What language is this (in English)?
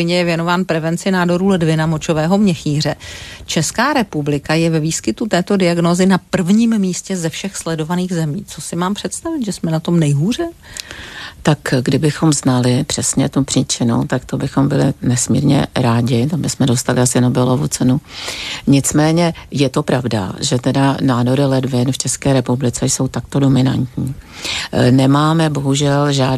Czech